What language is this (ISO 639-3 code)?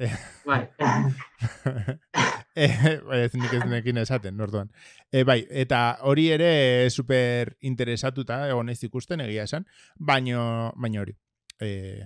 eus